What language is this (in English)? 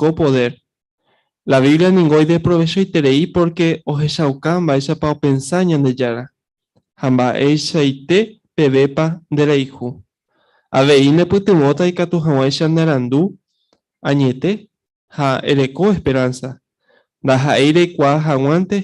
Guarani